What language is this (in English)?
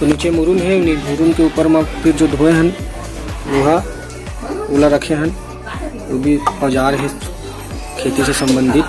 Chhattisgarhi